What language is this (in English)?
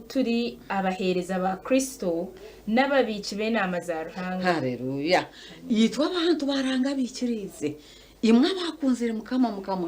Nyankole